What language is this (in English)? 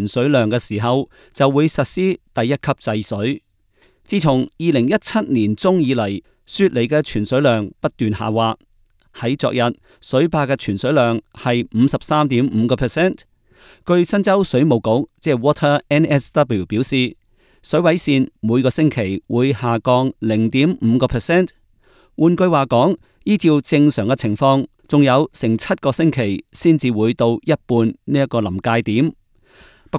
Cantonese